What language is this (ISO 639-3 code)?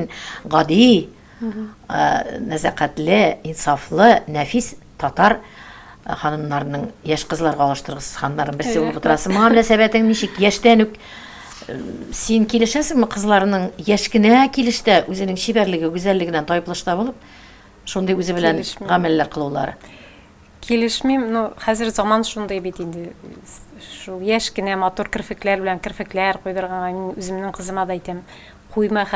tat